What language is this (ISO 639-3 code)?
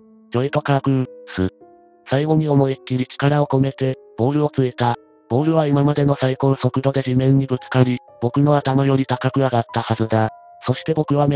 jpn